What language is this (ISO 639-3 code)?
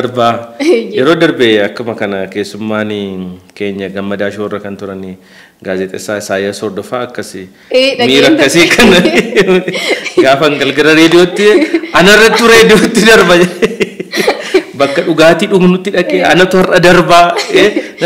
orm